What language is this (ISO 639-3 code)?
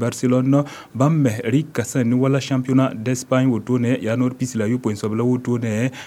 mos